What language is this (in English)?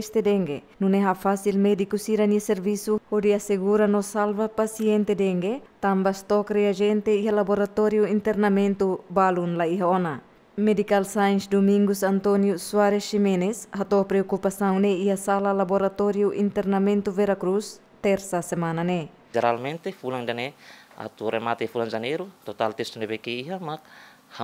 Tetum